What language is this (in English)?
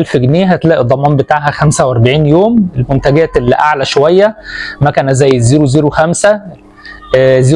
Egyptian Arabic